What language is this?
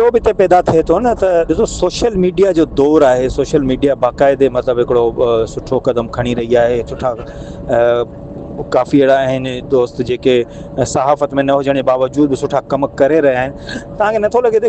Sindhi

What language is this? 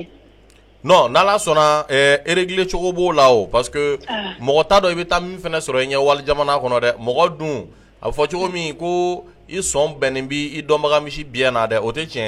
Bambara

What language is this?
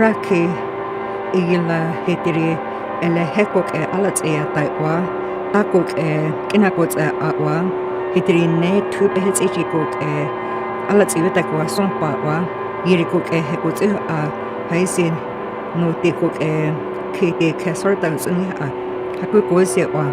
North Slavey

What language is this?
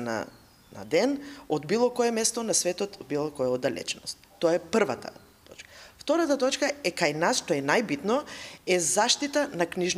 Macedonian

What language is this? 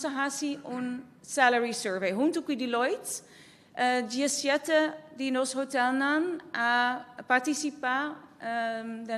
Papiamento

